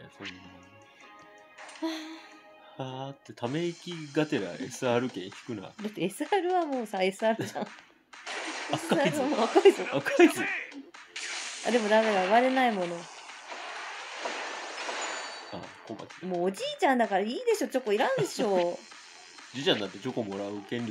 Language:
Japanese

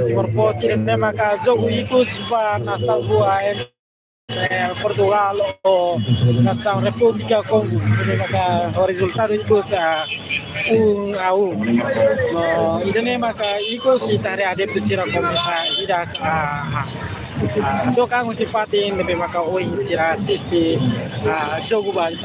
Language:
Tetum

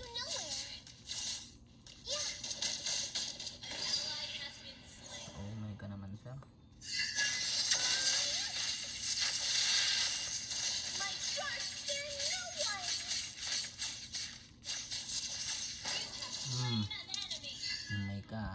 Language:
Filipino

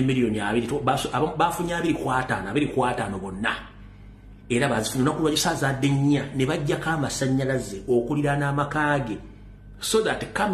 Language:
Ganda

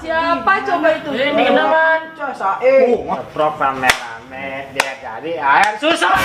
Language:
Betawi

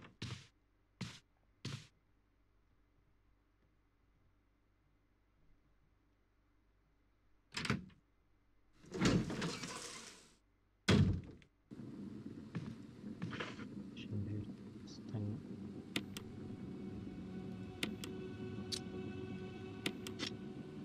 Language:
Portuguese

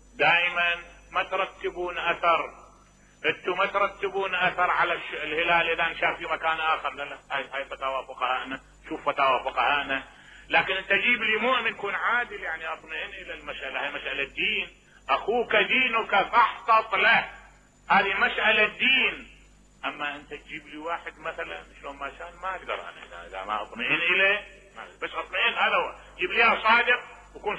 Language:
Mesopotamian Arabic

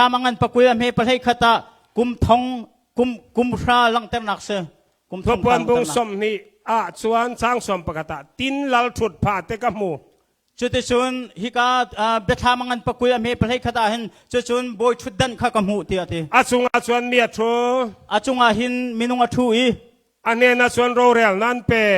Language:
Hakha Chin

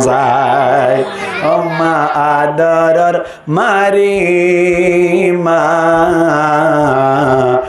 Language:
Rohingya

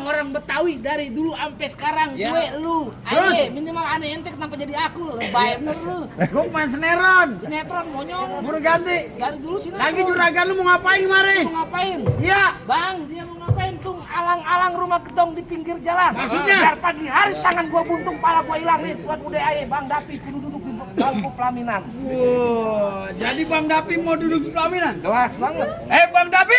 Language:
Betawi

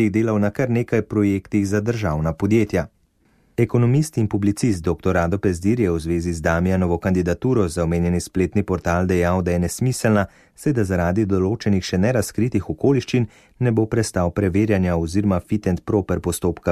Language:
Slovenian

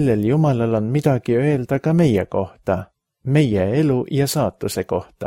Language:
Estonian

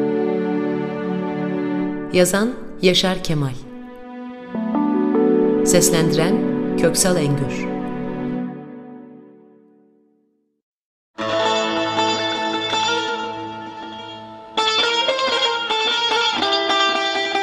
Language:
Turkish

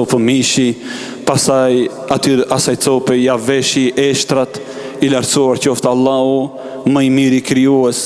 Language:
Albanian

